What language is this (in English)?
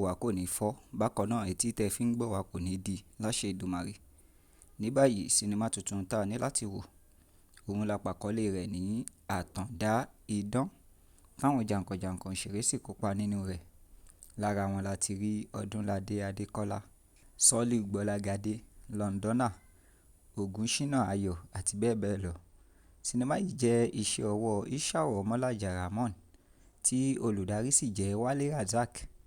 Yoruba